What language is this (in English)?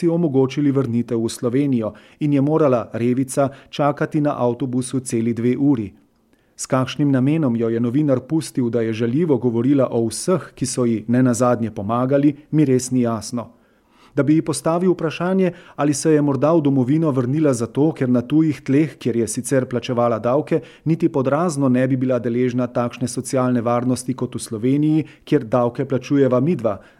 Slovenian